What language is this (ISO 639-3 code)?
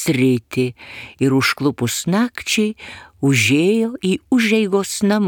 lit